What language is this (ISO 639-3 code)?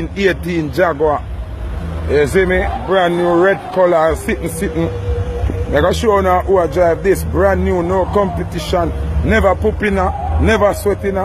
jam